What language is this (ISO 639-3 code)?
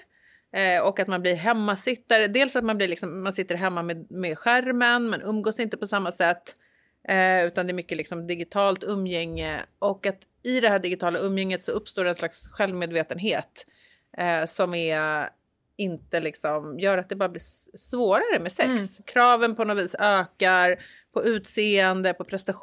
swe